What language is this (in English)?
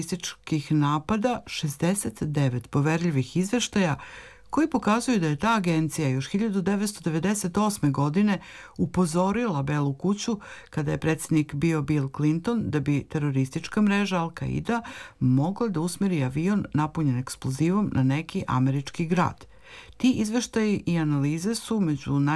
Serbian